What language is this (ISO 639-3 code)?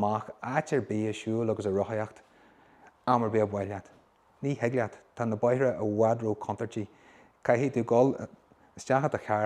gle